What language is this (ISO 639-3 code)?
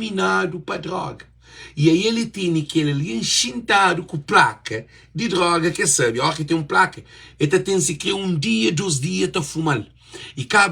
kea